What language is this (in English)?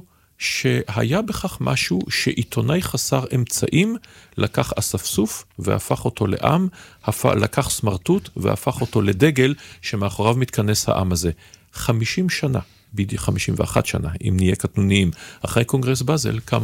Hebrew